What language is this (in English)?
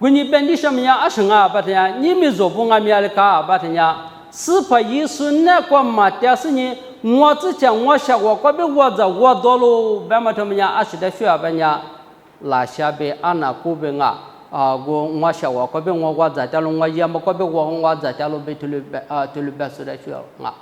Lisu